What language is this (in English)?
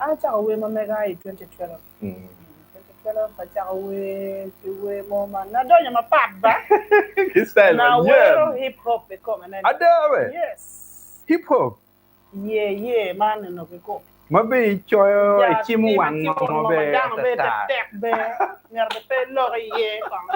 Acoli